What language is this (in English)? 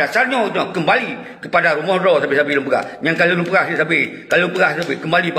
Achinese